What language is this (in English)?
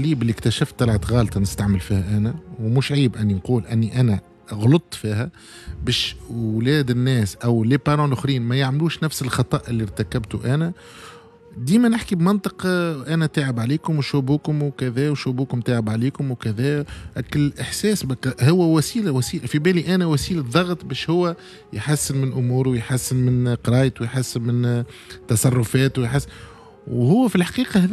Tunisian Arabic